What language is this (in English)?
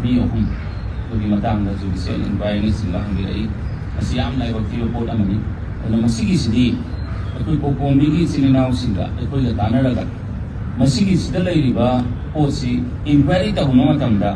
Manipuri